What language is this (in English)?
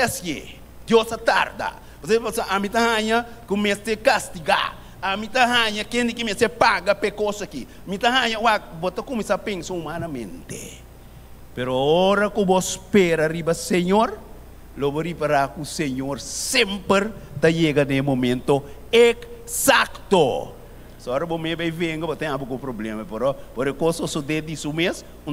Papiamento